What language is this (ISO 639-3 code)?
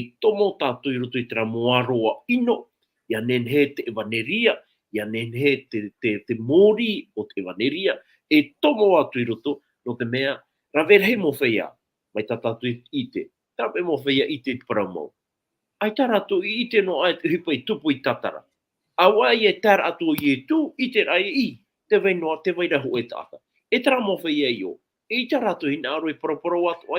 tah